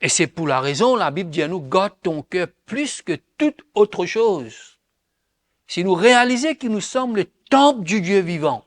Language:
Morisyen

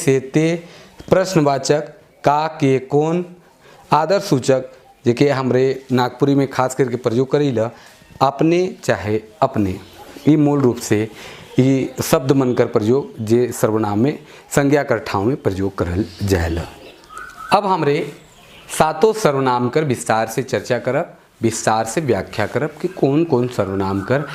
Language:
Sadri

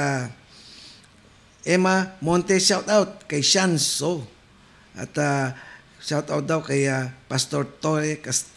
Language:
Filipino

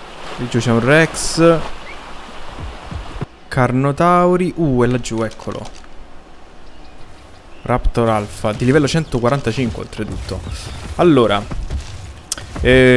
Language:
Italian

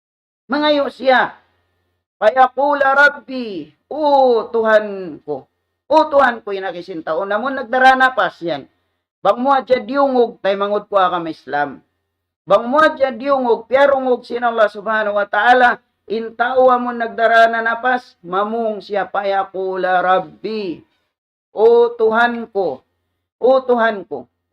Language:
Tausug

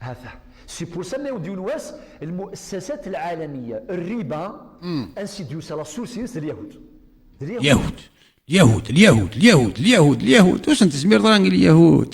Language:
Kabyle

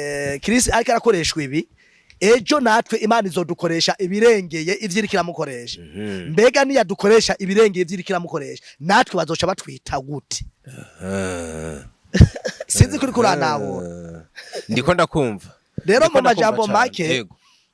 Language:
Rundi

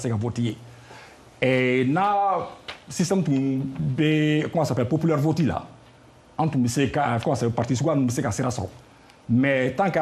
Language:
Bambara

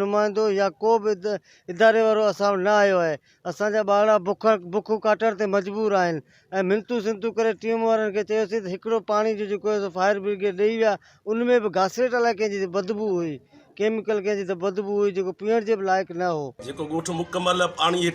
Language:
Sindhi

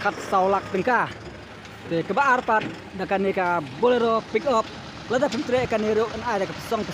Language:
Khasi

